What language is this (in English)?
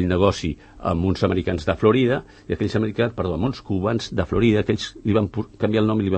Catalan